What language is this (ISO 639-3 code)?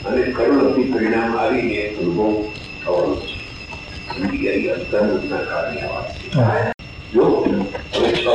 guj